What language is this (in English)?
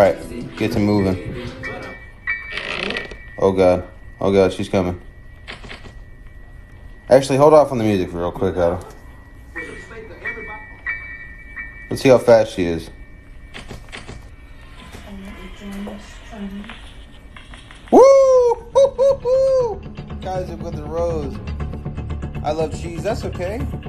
English